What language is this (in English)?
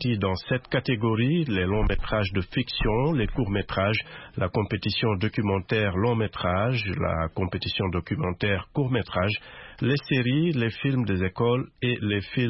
French